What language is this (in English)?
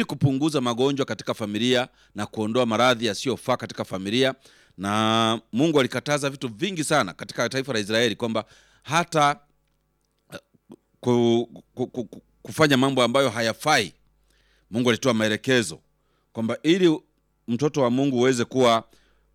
Swahili